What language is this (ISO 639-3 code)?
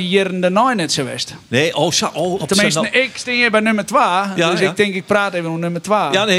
fry